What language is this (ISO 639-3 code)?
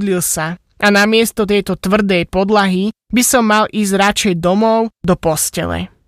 slk